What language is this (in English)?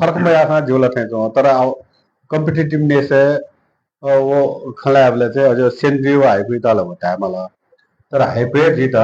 Newari